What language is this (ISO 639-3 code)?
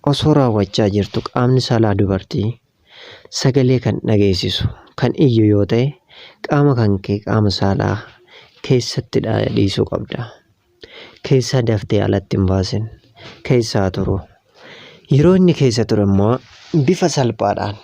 orm